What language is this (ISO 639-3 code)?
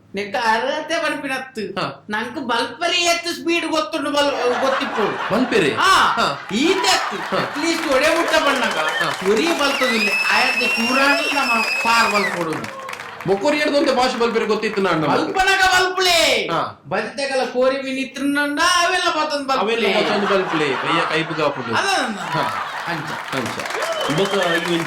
tcy